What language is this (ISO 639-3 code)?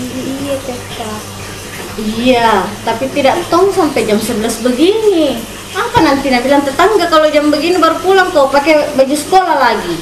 mfp